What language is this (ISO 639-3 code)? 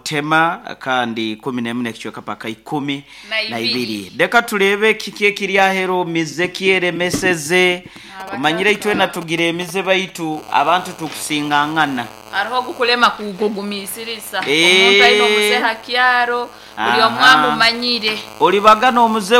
nyo